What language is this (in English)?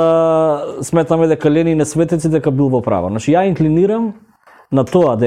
Macedonian